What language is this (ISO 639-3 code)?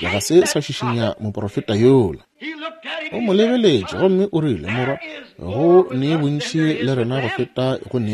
nso